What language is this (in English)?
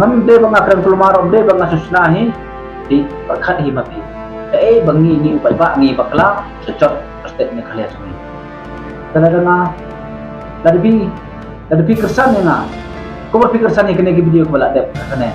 Khasi